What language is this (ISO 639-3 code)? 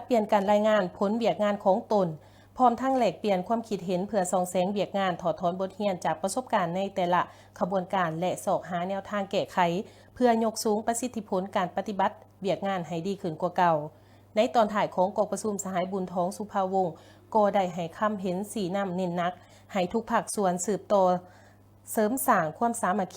lao